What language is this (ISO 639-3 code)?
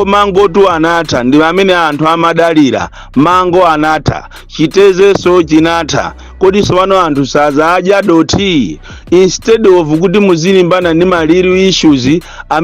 nya